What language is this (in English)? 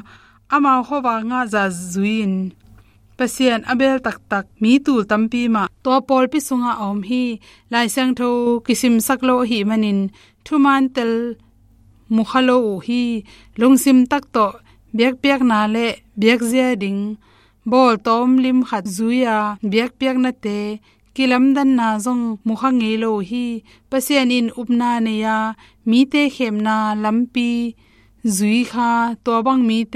Tedim Chin